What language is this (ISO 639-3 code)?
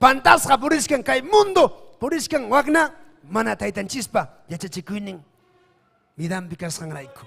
quy